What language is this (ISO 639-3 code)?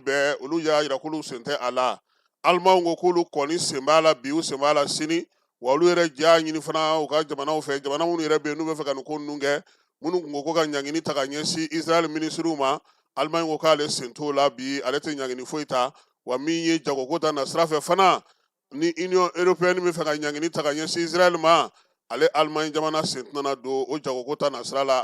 bam